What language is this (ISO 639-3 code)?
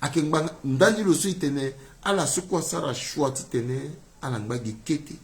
sag